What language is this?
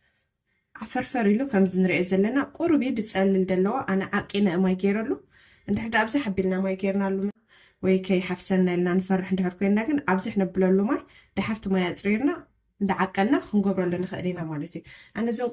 Tigrinya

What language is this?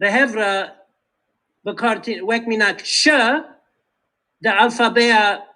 Kurdish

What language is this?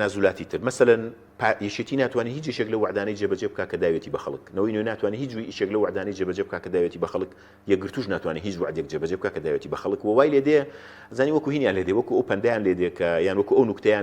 Central Kurdish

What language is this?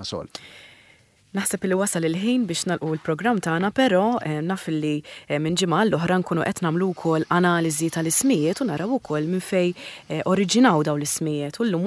Maltese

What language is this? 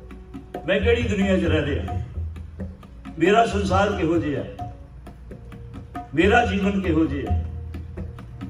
Punjabi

